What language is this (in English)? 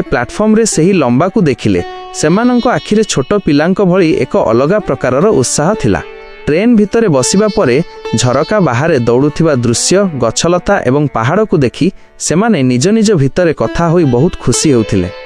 Odia